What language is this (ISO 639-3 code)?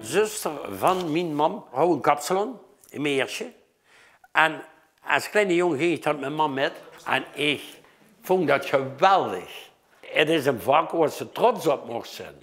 lim